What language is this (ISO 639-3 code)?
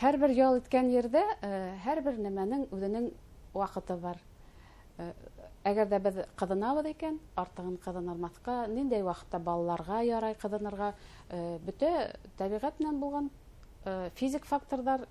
bak